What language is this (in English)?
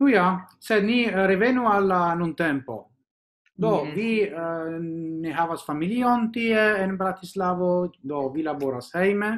Esperanto